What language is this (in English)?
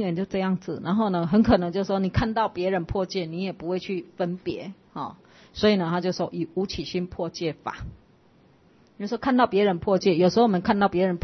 Chinese